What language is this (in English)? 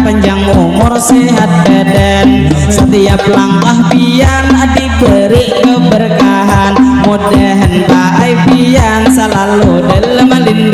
Banjar